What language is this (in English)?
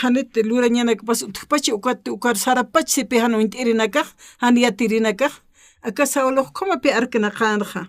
Aymara